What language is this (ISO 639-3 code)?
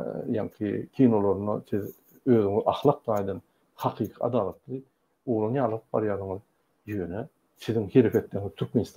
tuk